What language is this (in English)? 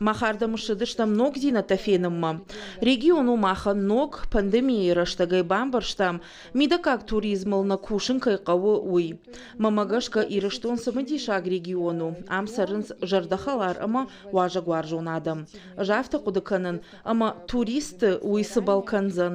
Ossetic